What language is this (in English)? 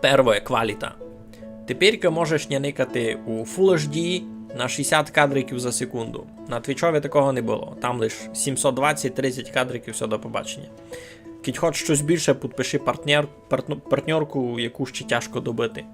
Rusyn